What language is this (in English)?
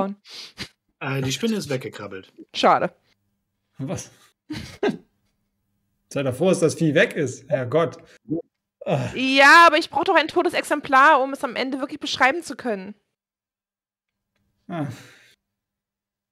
German